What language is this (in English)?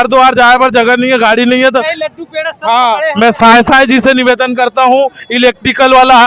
Chhattisgarhi